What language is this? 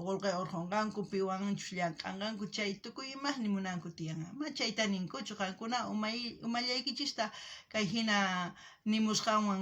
South Bolivian Quechua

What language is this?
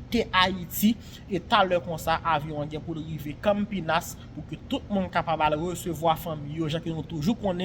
Haitian Creole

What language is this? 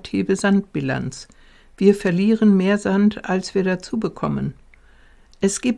German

